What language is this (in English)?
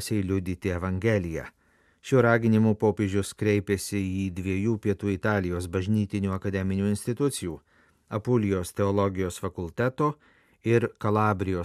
Lithuanian